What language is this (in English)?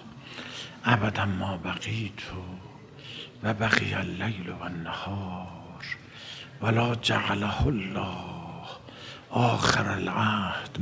Persian